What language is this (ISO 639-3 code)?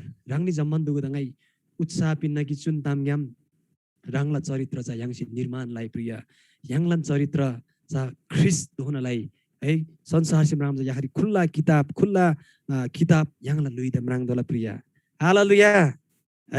taj